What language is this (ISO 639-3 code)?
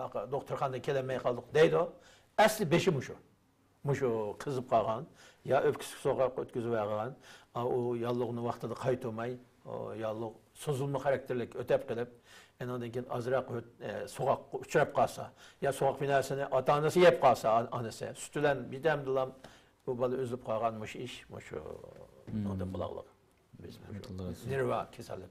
uig